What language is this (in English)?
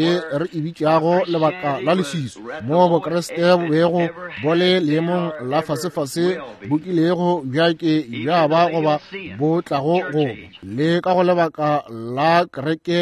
Northern Sotho